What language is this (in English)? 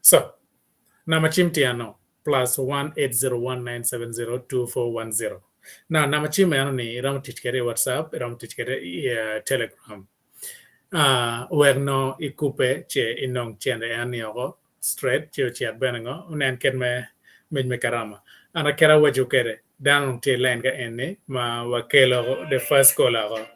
Acoli